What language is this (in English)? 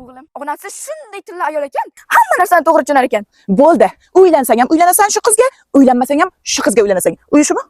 Uzbek